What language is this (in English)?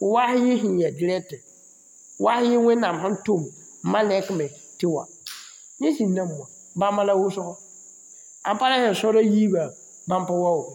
Mossi